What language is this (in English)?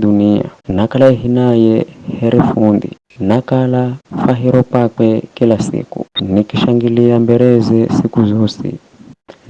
Giryama